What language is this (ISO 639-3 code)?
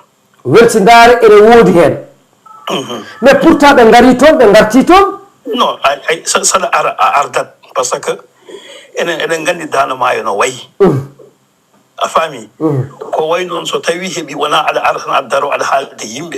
ful